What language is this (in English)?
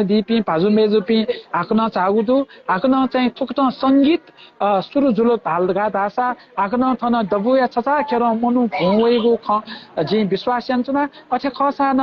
Newari